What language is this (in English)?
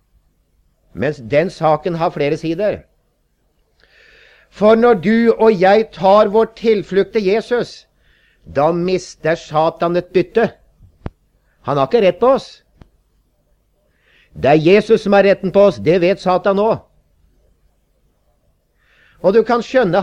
Norwegian